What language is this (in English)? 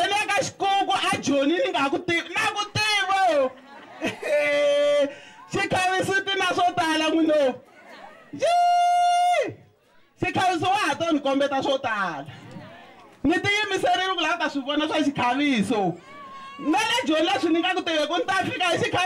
Tsonga